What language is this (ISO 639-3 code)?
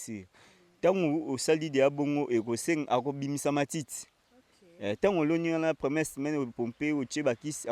lin